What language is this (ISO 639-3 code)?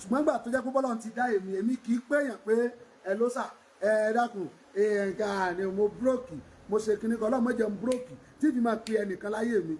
yor